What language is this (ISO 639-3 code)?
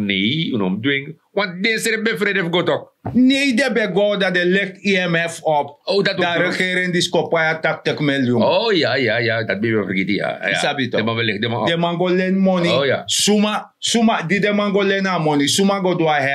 srn